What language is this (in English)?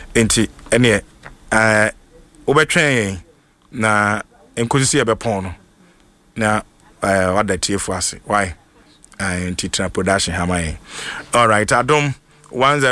Akan